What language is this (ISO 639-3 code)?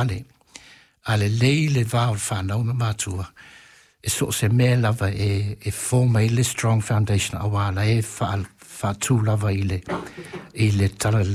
smo